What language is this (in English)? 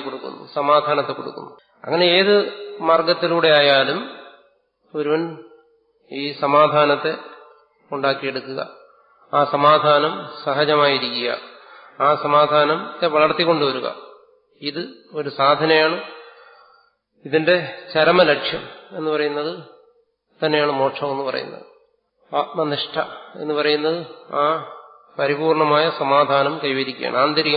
Malayalam